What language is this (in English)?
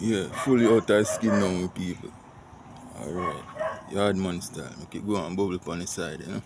Jamaican Creole English